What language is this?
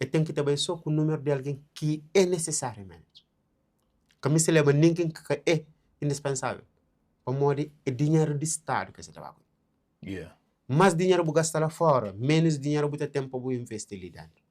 Kabuverdianu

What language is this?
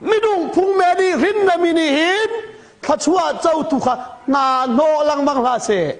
Hakha Chin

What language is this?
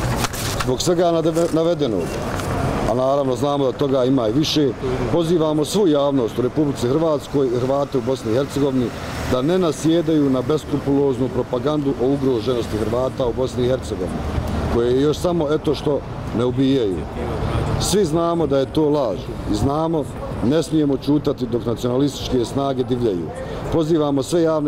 Bosnian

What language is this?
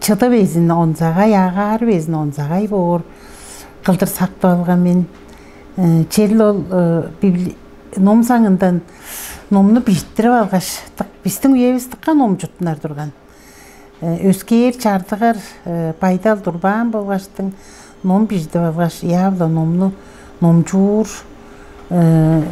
Tuvinian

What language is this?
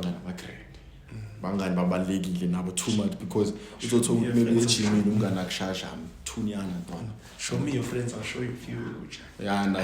Zulu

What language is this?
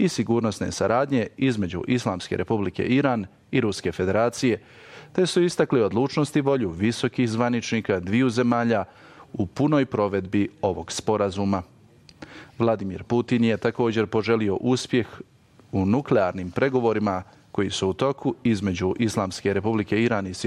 Bosnian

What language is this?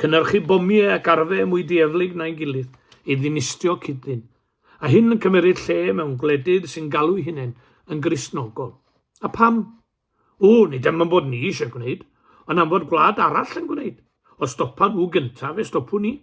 Welsh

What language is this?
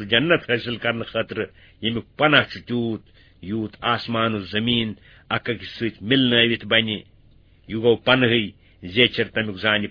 Kashmiri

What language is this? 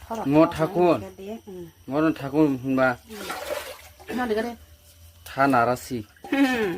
Kok Borok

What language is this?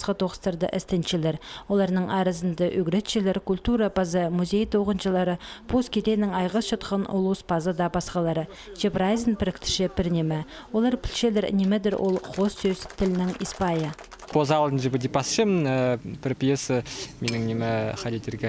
Khakas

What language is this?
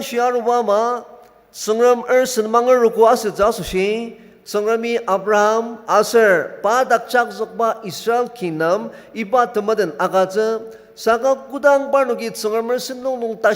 Ao Naga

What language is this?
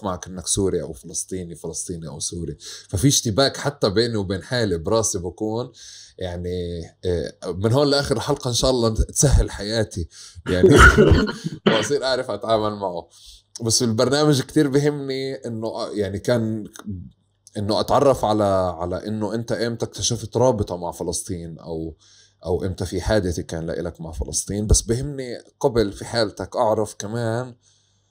North Levantine Arabic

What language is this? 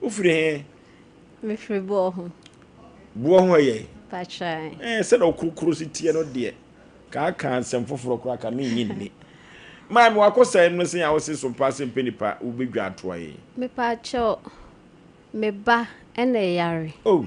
Akan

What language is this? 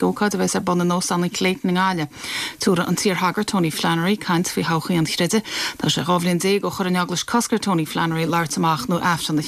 Irish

